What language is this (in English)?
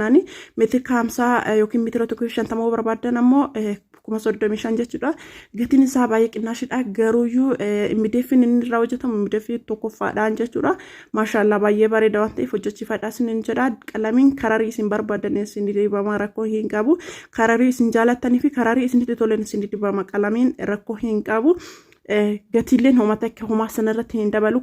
Oromo